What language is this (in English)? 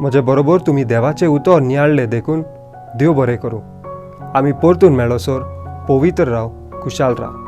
Konkani